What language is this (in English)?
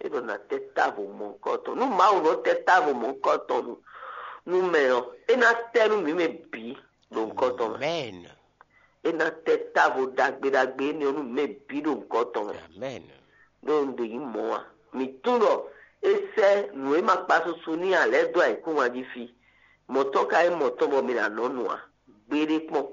Fon